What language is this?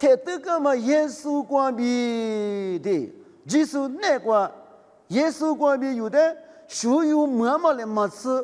Lisu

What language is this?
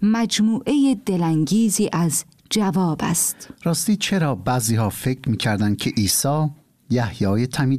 Persian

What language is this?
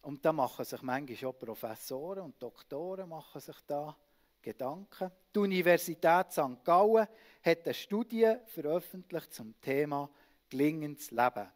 Swiss German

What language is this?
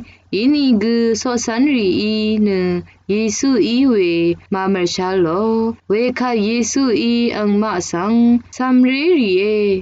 Rawang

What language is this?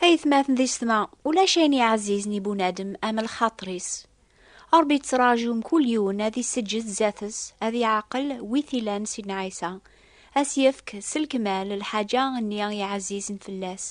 Kabyle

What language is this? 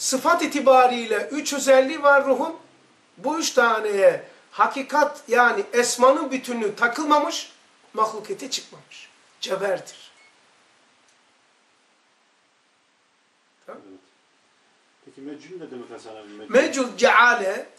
Turkish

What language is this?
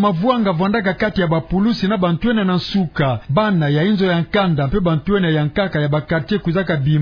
Kituba (Democratic Republic of Congo)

